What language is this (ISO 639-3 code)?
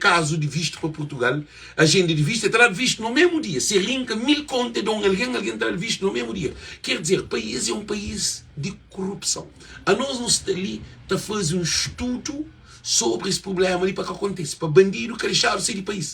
kea